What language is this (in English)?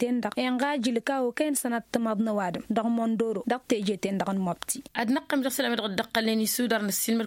Tamasheq